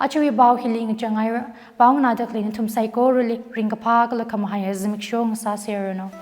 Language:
Tangkhul Naga (India)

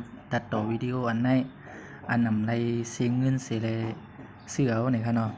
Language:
Shan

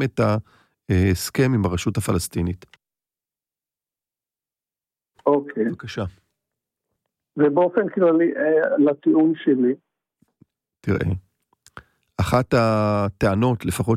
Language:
Hebrew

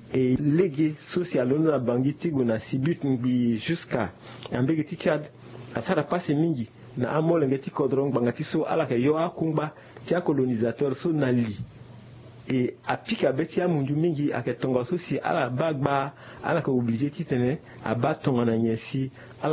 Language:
Sango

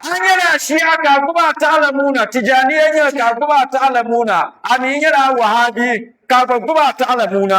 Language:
Dagbani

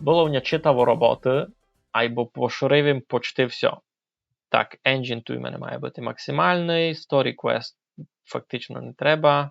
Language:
Rusyn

